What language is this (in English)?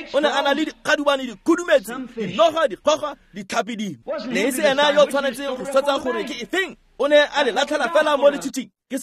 Tswana